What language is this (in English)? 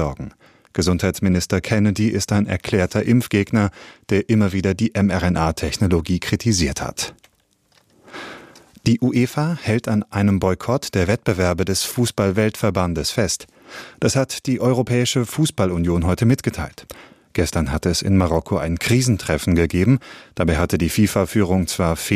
German